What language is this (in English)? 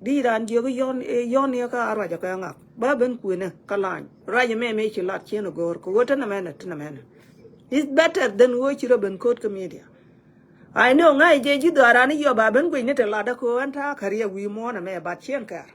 Nuer